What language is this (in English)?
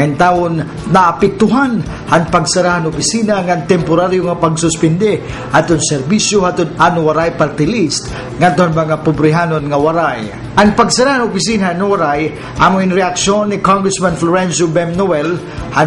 Waray